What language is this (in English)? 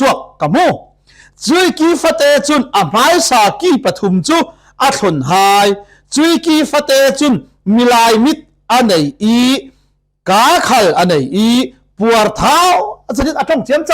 Falam Chin